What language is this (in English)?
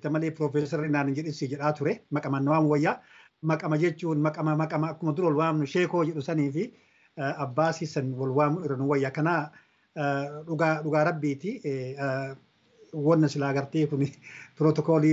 Oromo